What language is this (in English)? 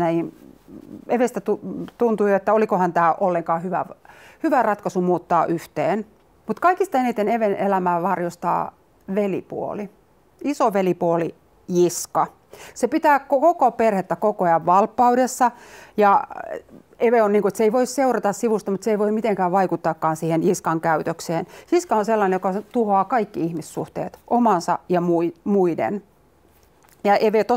Finnish